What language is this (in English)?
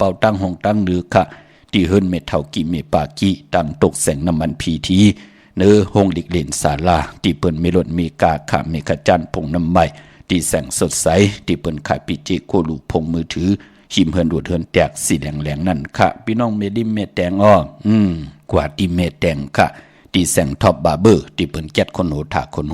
Shan